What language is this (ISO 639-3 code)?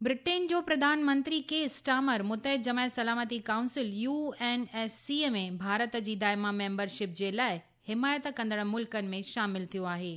snd